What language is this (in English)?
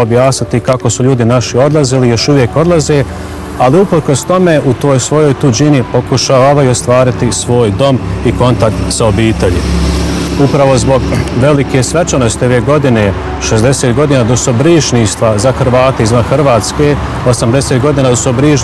Bosnian